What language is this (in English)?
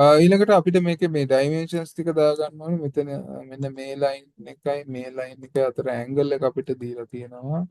Sinhala